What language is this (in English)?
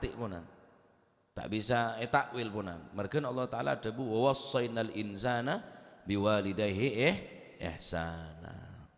Madurese